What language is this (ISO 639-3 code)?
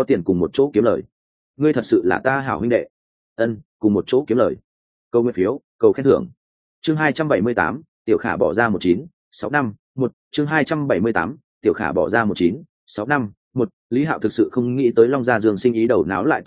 vie